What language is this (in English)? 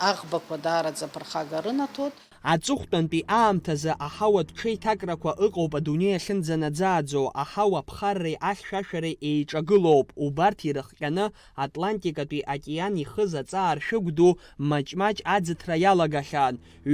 Abkhazian